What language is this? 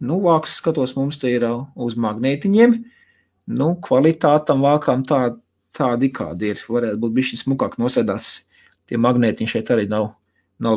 Latvian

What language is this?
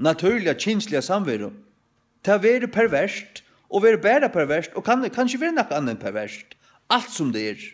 Faroese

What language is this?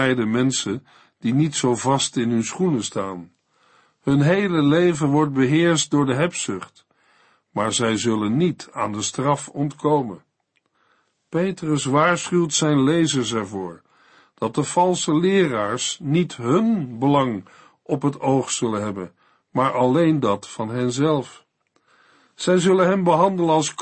Dutch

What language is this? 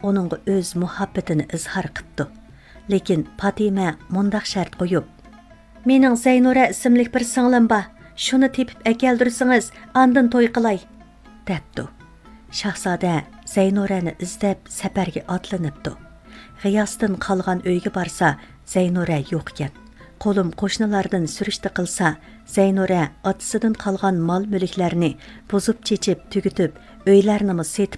Uyghur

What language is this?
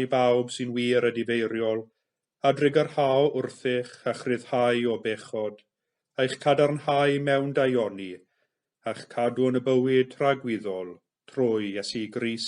Welsh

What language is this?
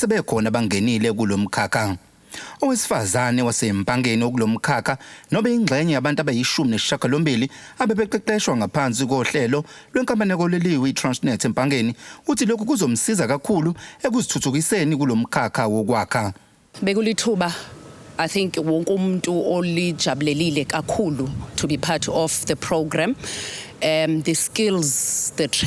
Zulu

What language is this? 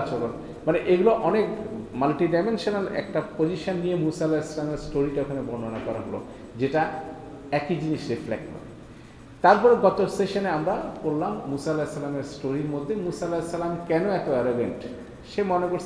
Bangla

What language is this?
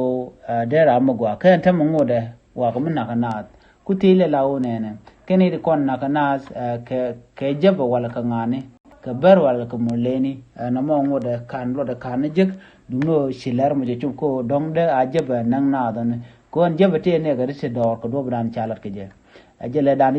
Nuer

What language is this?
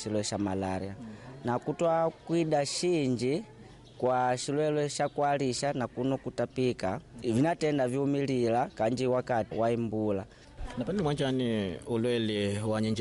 Makonde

